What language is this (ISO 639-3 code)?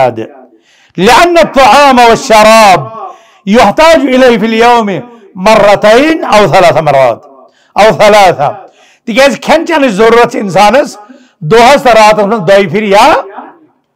kas